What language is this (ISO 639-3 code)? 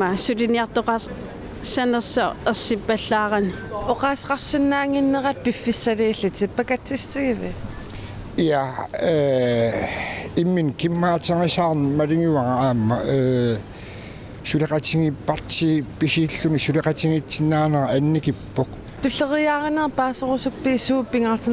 kal